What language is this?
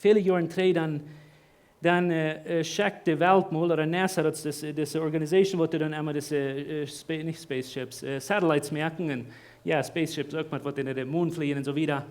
Plautdietsch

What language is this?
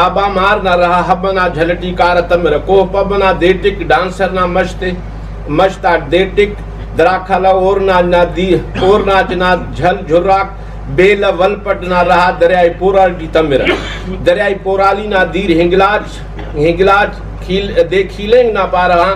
Brahui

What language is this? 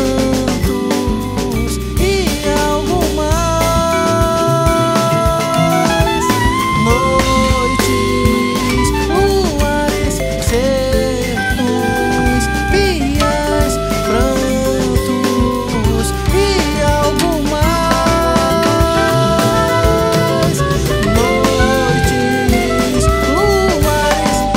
Portuguese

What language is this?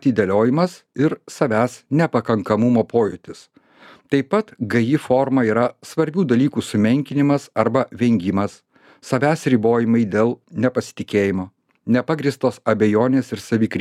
Lithuanian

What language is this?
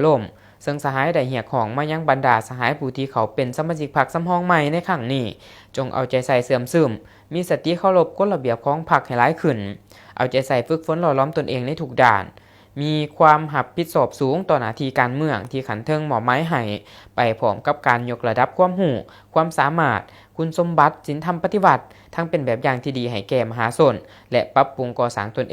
Lao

